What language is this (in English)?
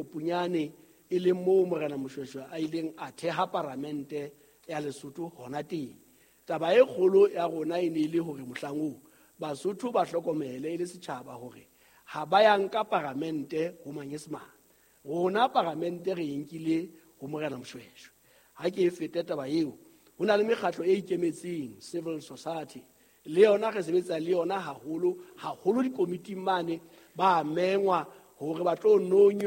Southern Sotho